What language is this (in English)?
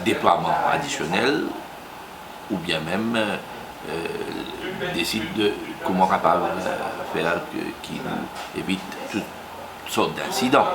Morisyen